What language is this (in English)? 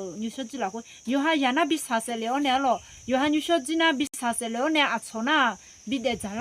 Akha